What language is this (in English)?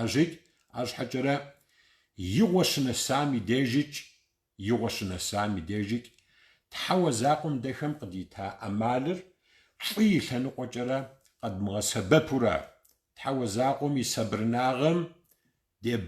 Kabardian